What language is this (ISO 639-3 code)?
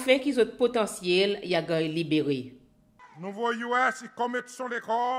crs